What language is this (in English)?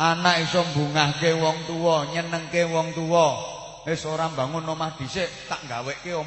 Javanese